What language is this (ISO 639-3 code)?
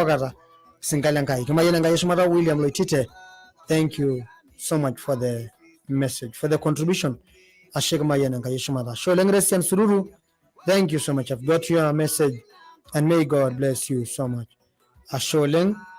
mas